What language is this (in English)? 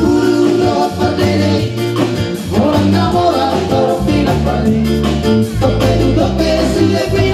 Batak Toba